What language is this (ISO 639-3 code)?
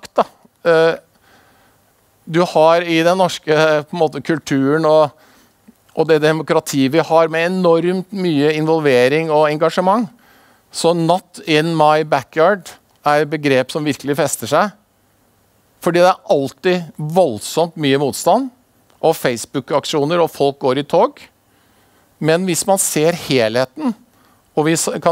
nor